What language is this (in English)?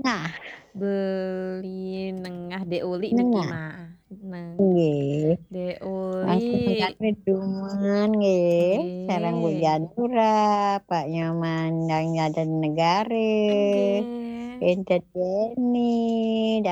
Balinese